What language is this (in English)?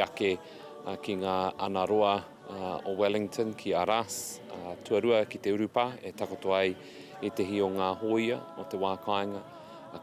Māori